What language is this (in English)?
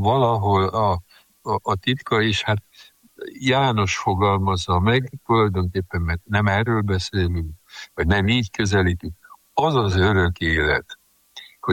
Hungarian